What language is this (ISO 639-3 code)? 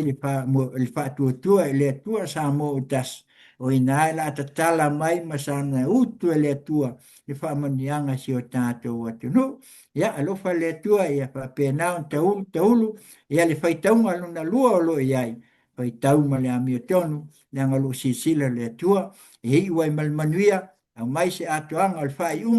smo